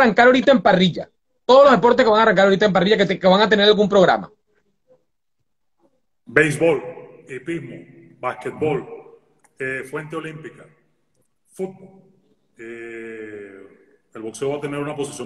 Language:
Spanish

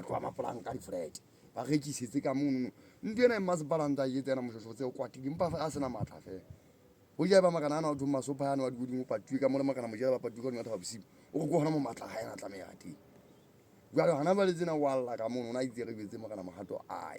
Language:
Southern Sotho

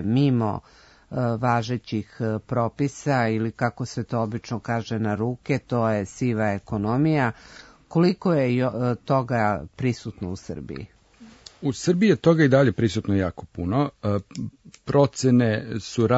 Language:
Serbian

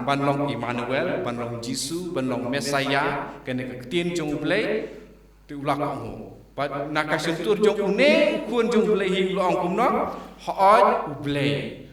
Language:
Khasi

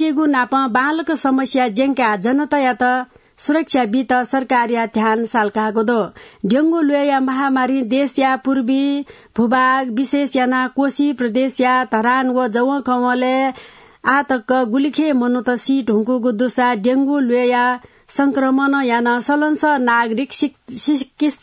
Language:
Newari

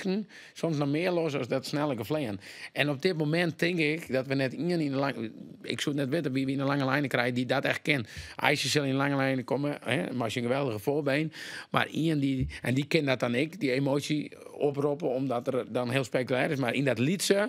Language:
Western Frisian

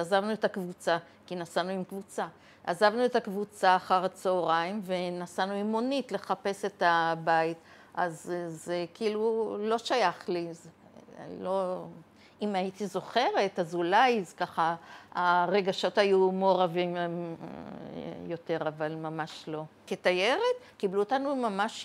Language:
Hebrew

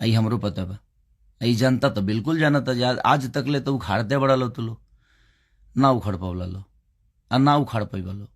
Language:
Bhojpuri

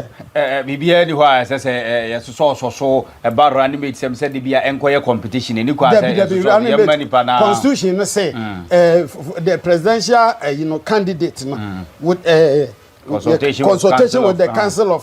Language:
Akan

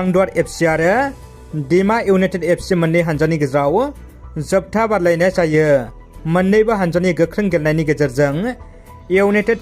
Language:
Bodo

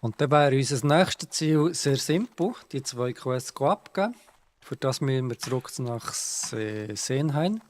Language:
Swiss German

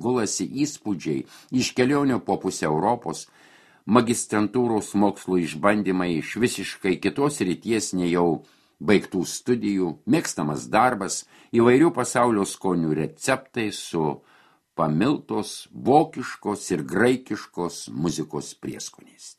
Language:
Lithuanian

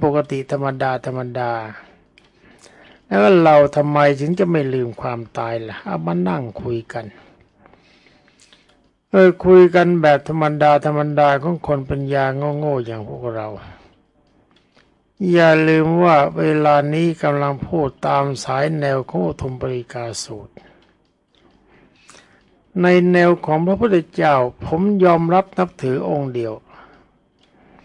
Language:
Thai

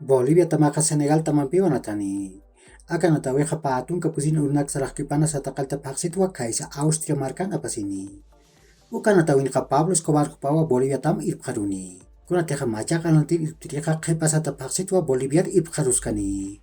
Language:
Aymara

